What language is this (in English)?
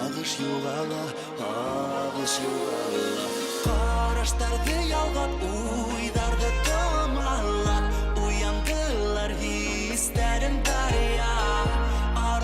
Bashkir